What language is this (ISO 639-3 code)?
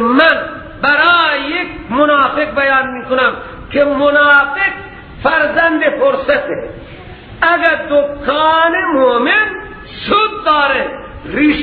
fas